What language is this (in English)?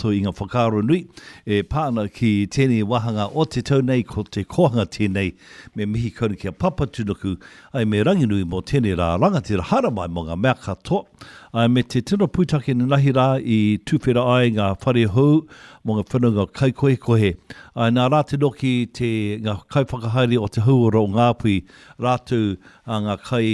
Māori